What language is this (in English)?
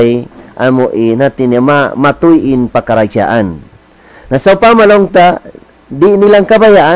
Tausug